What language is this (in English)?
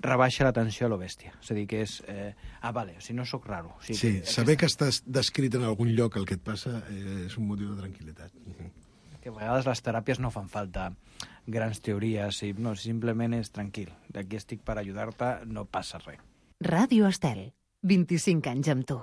Catalan